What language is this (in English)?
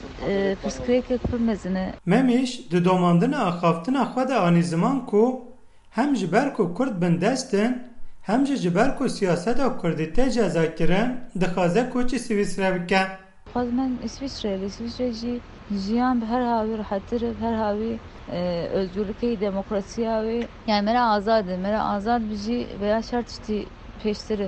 Kurdish